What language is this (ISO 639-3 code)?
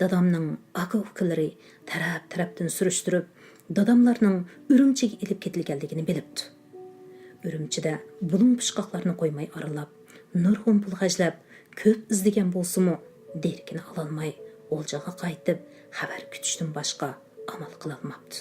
uig